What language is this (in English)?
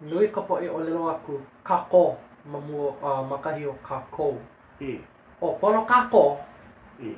Hawaiian